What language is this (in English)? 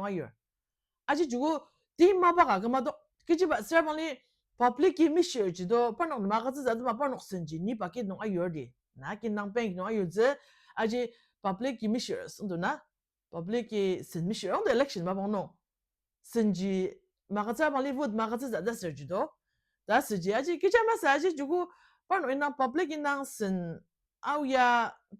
Ao Naga